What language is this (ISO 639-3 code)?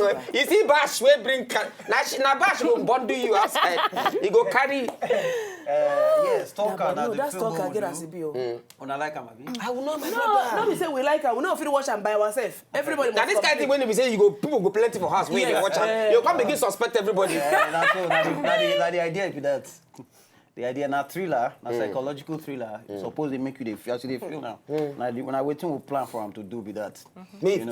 pcm